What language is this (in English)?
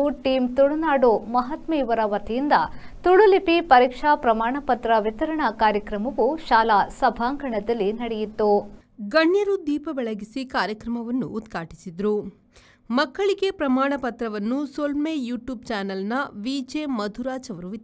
Tulu